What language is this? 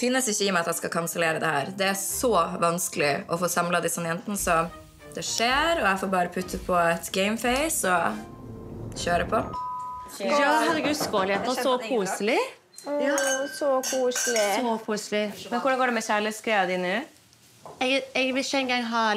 Norwegian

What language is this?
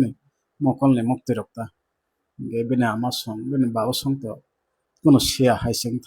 Kok Borok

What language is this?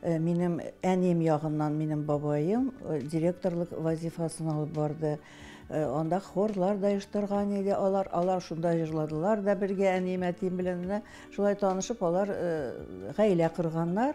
Tatar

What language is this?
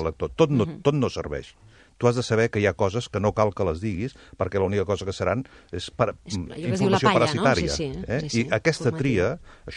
Catalan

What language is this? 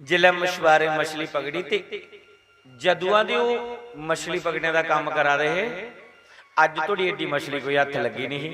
Dogri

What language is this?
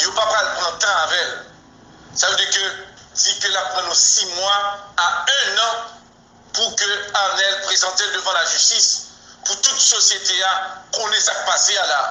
Haitian Creole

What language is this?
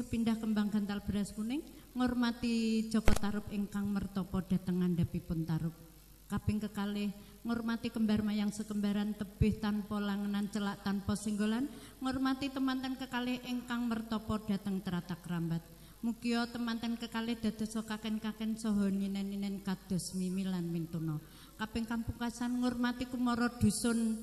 Javanese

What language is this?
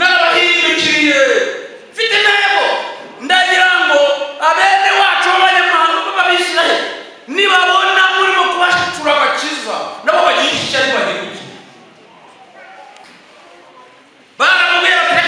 Kinyarwanda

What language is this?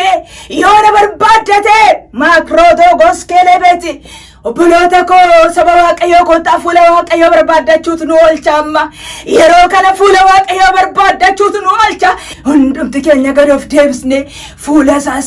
Oromo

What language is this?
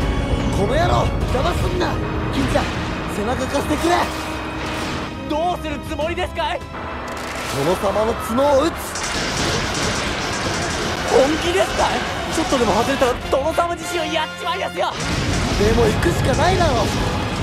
Japanese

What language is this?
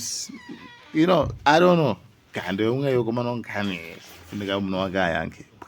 Nyanja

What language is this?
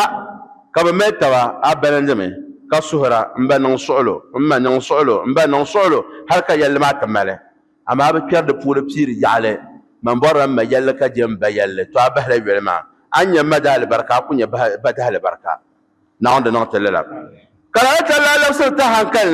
Dagbani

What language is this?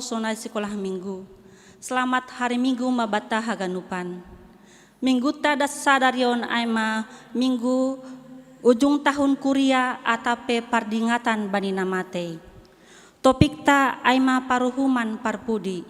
Batak Simalungun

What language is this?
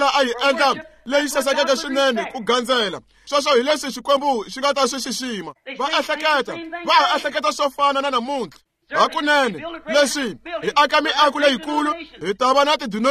Tsonga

